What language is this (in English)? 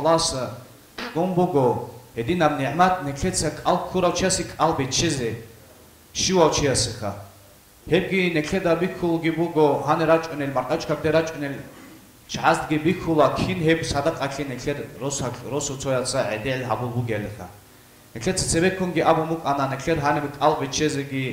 Avaric